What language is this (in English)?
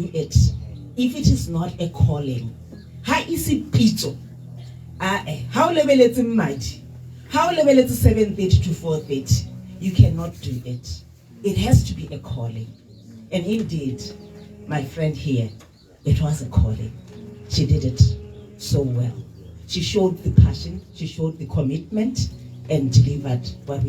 Tswana